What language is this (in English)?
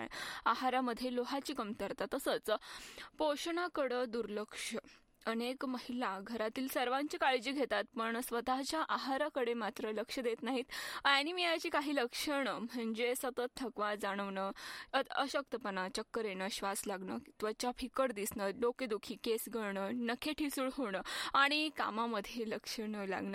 Marathi